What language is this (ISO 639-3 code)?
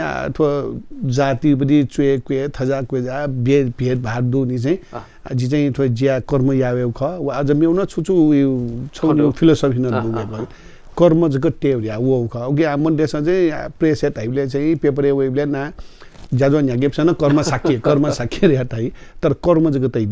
new